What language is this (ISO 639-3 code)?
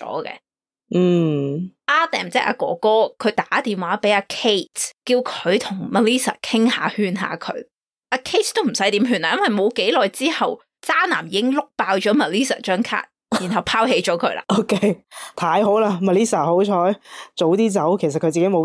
yue